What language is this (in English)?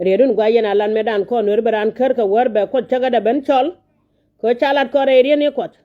Nuer